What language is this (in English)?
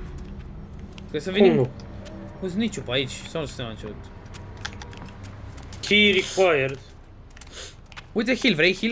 Romanian